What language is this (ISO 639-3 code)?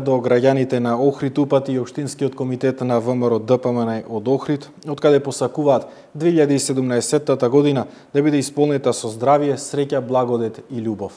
mkd